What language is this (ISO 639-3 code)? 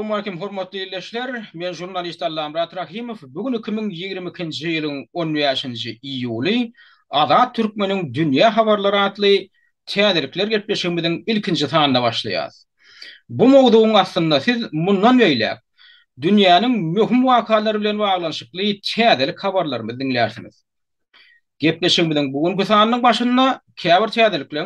tuk